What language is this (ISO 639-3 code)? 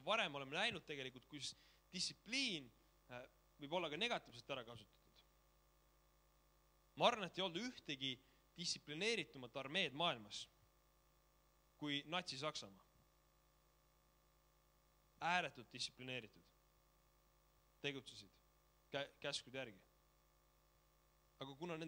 est